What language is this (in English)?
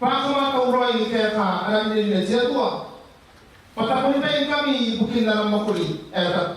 Gilbertese